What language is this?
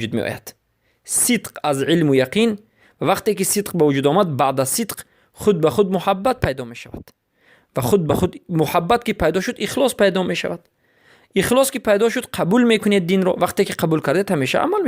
Persian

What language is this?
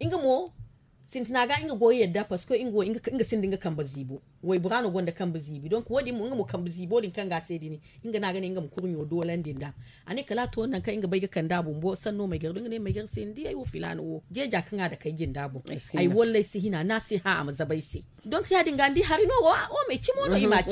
Zarma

